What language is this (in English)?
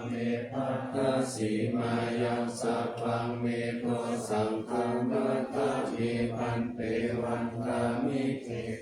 Pali